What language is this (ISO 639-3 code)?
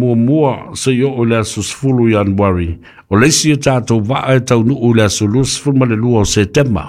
smo